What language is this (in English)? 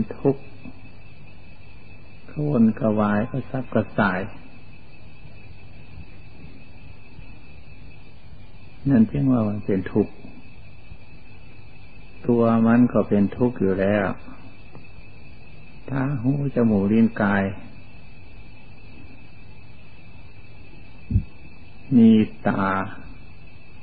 Thai